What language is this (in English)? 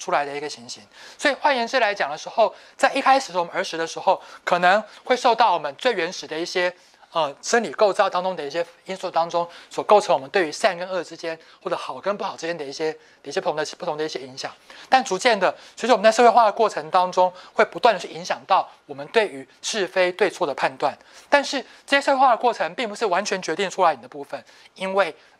Chinese